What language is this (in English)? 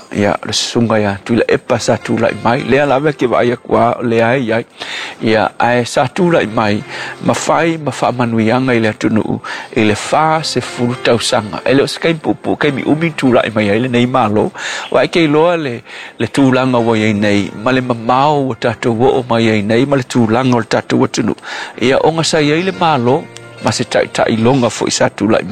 Samoan